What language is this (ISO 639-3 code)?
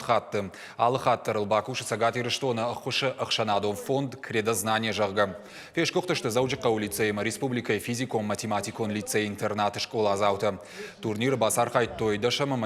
oss